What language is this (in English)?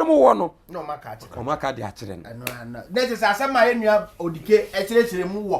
Akan